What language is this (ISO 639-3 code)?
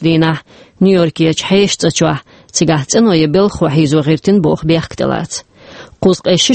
che